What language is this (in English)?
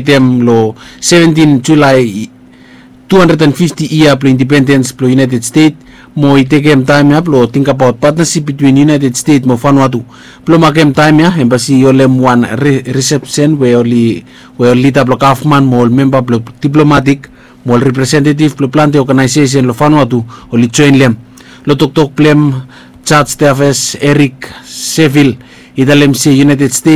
Bislama